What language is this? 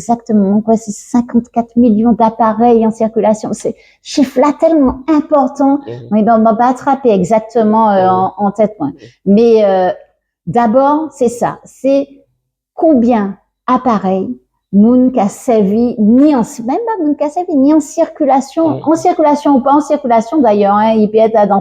Guadeloupean Creole French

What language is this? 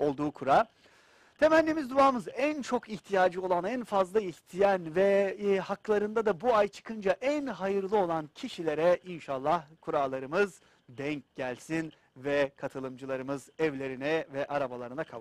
Turkish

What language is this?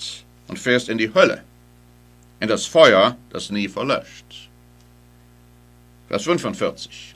German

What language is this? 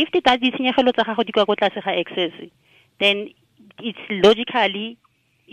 Tswana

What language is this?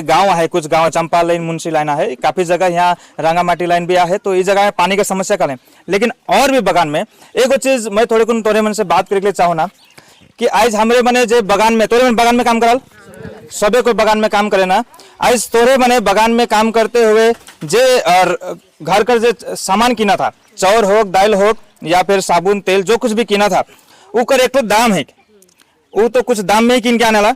Sadri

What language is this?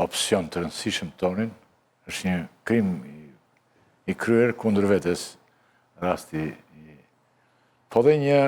Albanian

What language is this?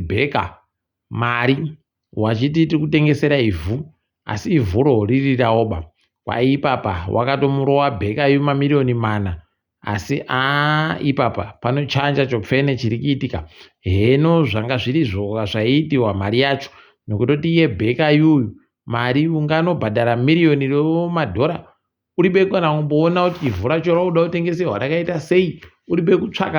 Ndau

